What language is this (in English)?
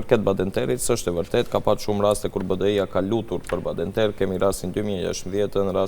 Albanian